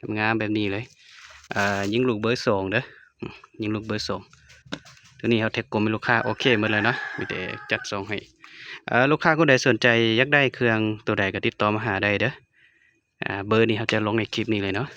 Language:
Lao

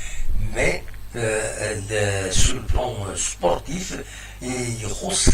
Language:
Kabyle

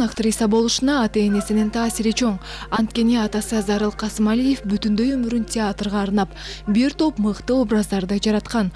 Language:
Kyrgyz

